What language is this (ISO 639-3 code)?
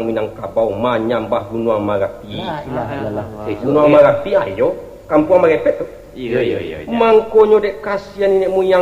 min